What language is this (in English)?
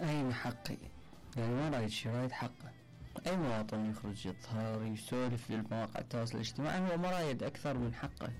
Mesopotamian Arabic